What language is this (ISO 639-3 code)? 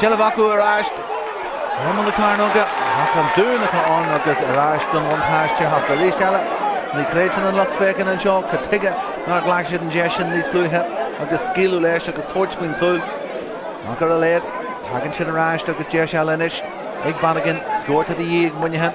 gle